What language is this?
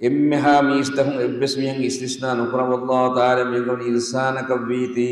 Divehi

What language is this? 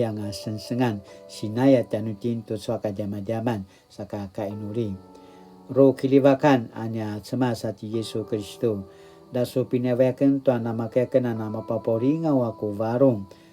Paiwan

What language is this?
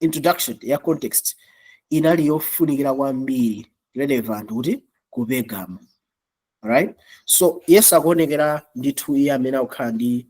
Nyanja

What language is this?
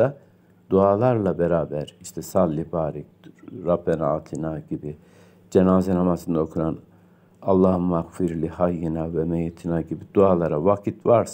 Turkish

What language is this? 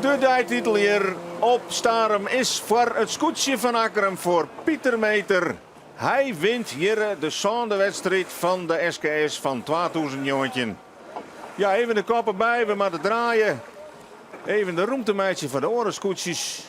Western Frisian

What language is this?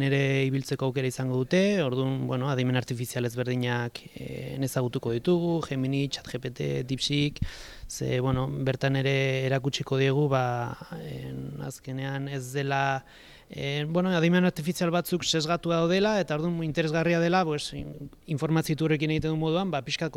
Basque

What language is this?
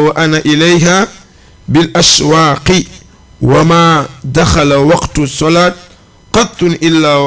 Fula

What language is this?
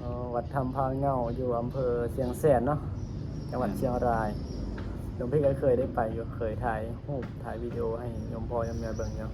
Lao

